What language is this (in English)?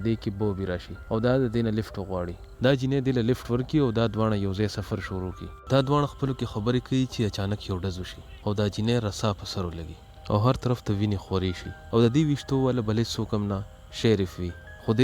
Pashto